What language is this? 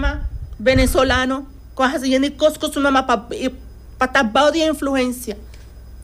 Papiamento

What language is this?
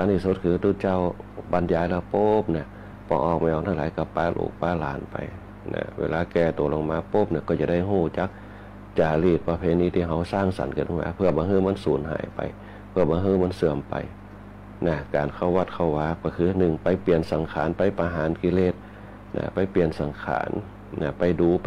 Thai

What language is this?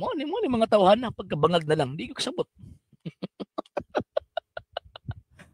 Cebuano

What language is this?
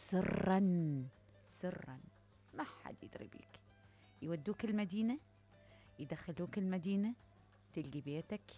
Mesopotamian Arabic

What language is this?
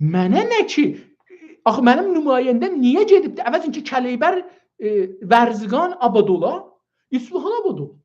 South Azerbaijani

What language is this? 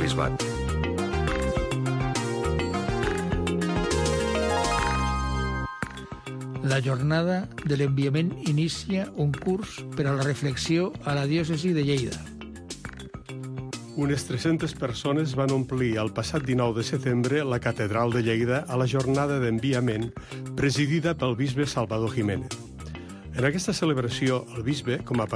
Catalan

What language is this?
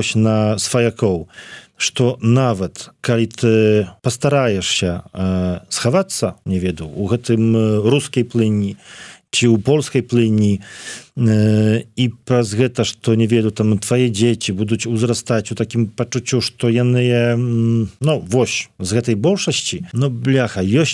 Belarusian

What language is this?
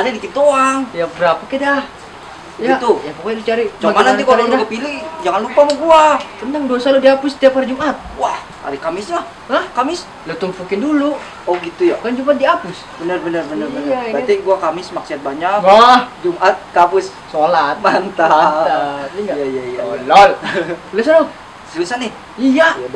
Betawi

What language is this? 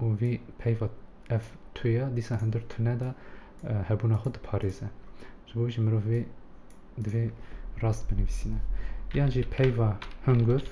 Kurdish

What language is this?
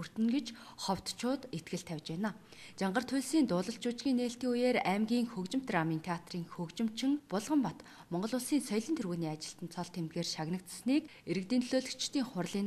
Mongolian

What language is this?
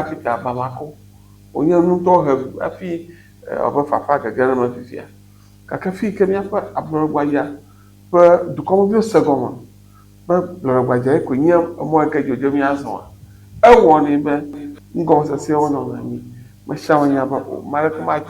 Ewe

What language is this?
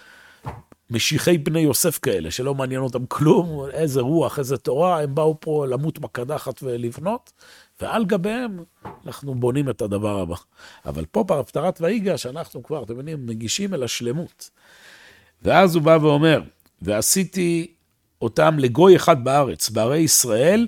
Hebrew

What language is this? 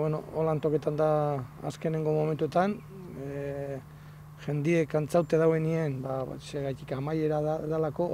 Basque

